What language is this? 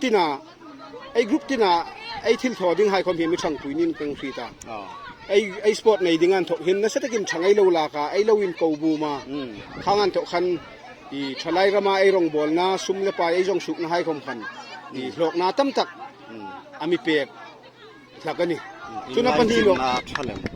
Hmar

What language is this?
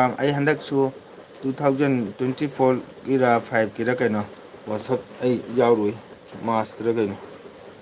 Manipuri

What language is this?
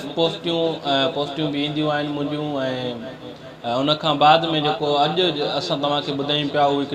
Sindhi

